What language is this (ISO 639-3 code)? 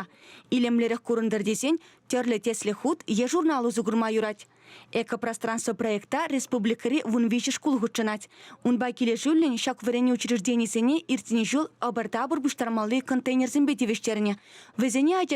chv